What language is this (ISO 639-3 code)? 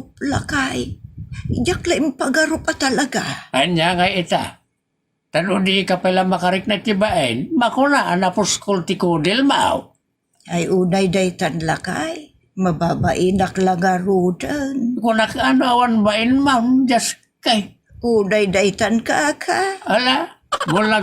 ilo